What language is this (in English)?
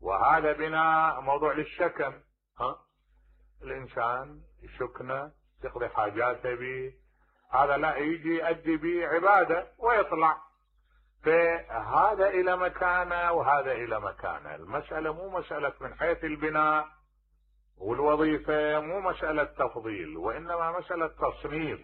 Mesopotamian Arabic